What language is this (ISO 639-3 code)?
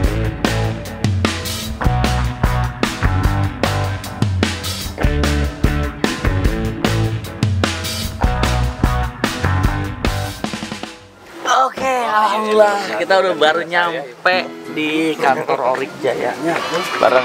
ind